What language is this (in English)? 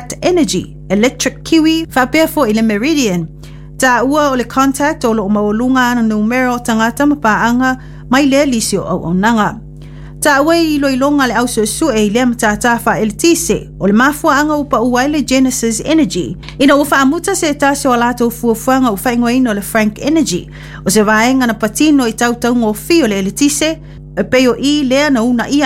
Samoan